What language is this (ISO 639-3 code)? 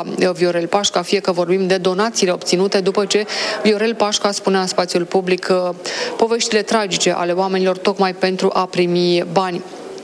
ron